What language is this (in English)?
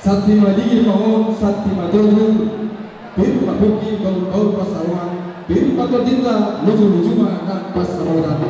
Batak Toba